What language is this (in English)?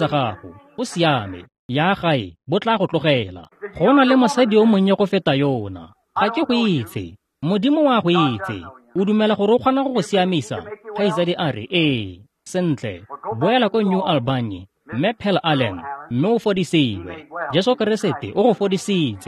Tswana